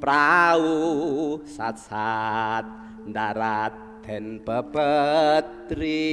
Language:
Javanese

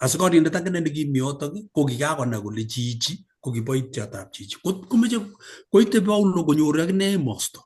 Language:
Kalenjin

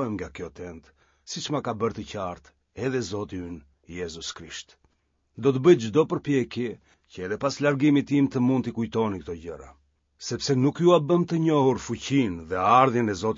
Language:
Albanian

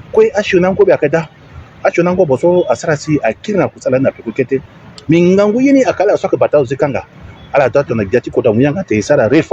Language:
Sango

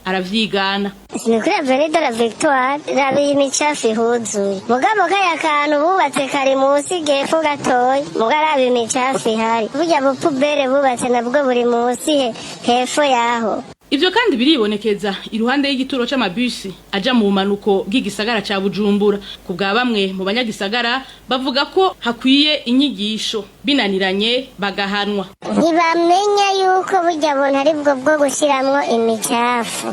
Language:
Rundi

